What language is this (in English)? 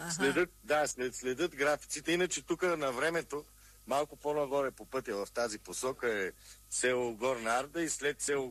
Bulgarian